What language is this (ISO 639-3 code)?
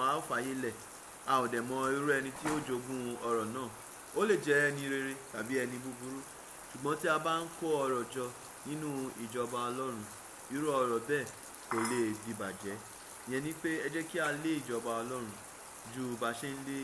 yor